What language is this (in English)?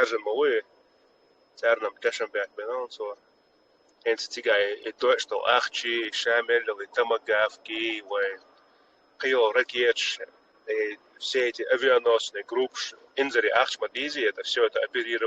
Chechen